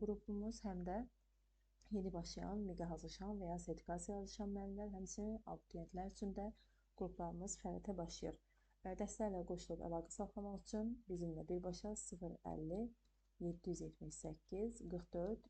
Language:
Azerbaijani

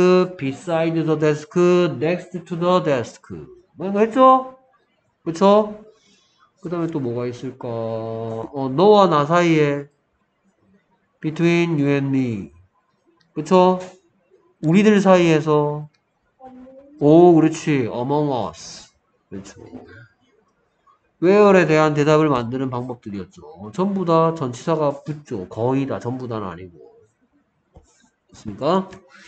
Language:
Korean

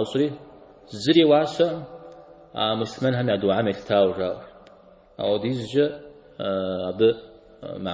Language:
Kabardian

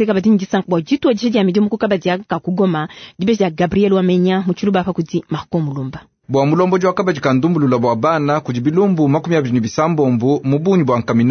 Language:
Luba-Lulua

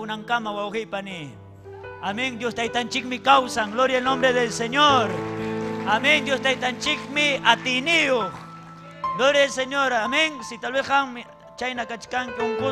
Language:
Ayacucho Quechua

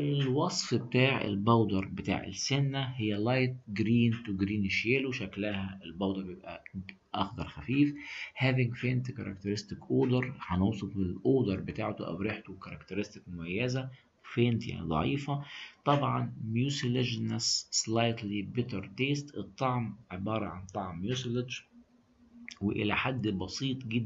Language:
Egyptian Arabic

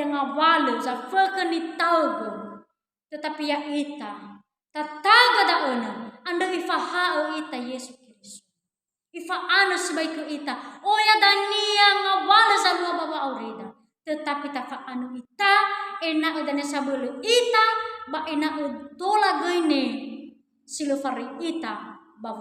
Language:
Nias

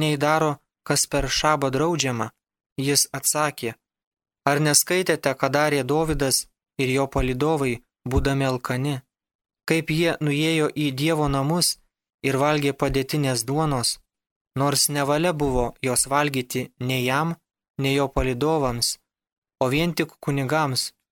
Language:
Lithuanian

